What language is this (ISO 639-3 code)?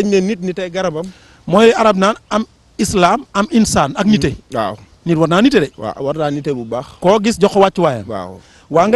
wol